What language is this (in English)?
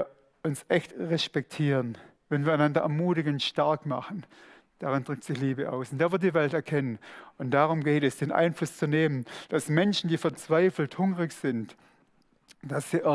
Swiss German